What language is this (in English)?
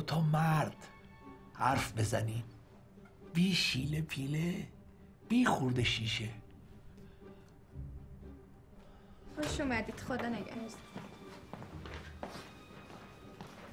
Persian